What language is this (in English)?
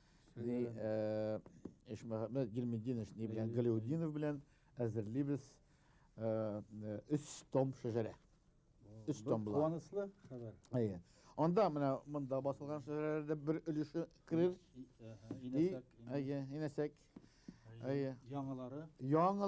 Bashkir